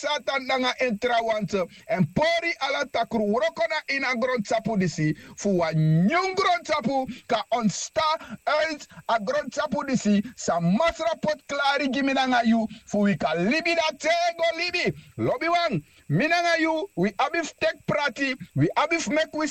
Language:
Sranan Tongo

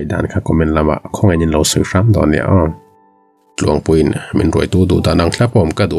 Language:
Mizo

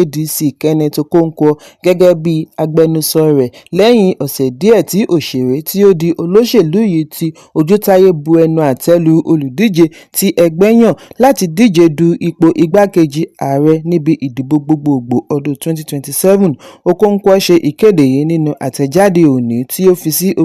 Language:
Yoruba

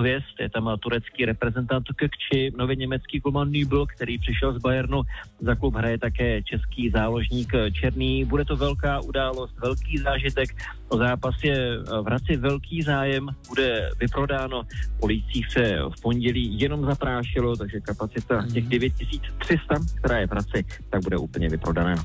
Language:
Czech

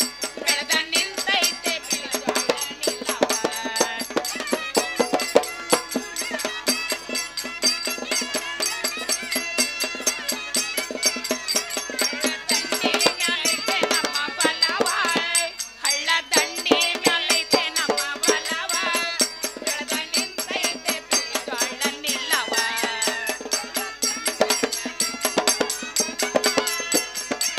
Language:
Kannada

